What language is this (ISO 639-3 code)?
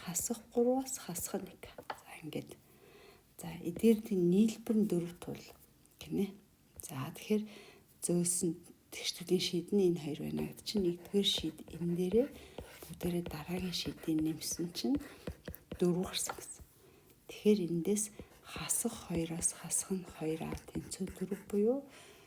mon